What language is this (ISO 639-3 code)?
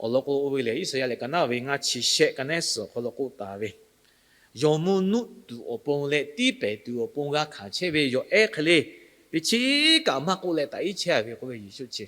lhu